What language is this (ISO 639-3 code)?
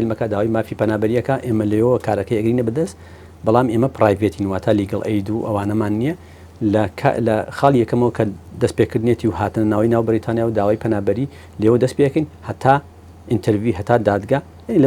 ckb